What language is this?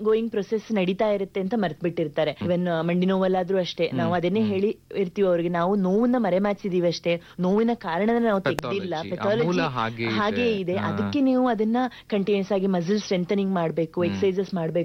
Kannada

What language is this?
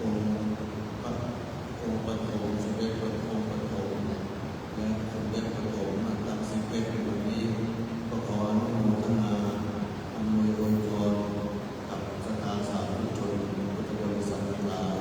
Pali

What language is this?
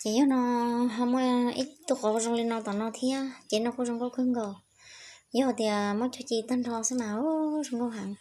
Hmong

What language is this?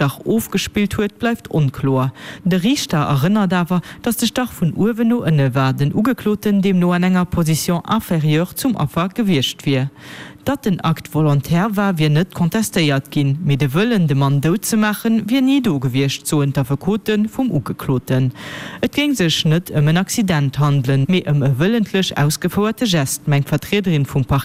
Luxembourgish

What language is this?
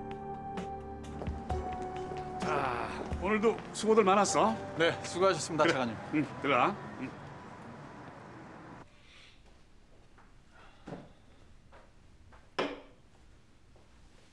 Korean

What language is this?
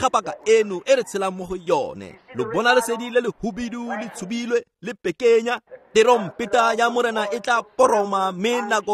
Tswana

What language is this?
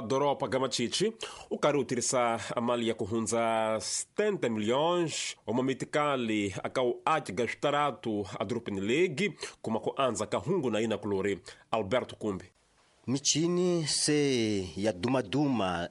Tsonga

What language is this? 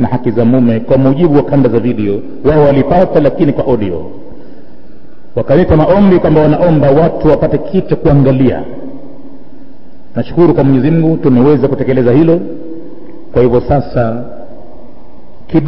Swahili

